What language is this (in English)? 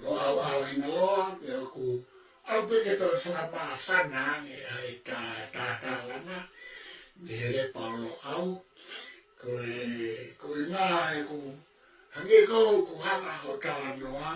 Tongan